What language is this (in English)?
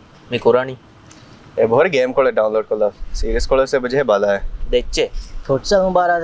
Divehi